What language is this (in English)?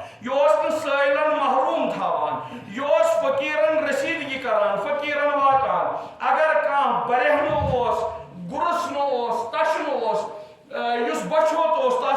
Kashmiri